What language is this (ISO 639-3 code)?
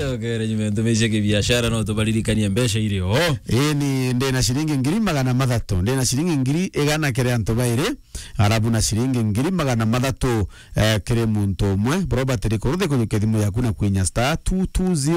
mer